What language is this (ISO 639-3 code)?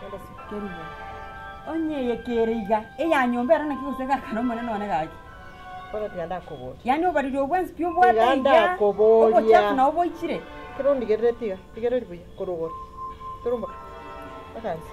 guz